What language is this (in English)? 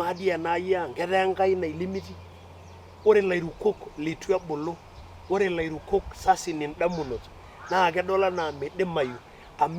Masai